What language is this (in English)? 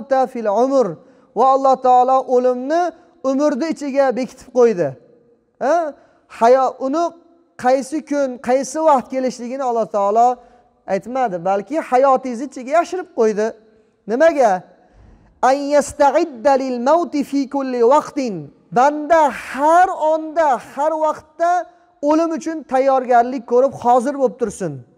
Uzbek